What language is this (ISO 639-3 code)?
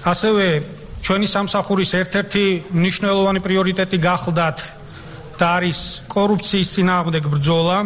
kat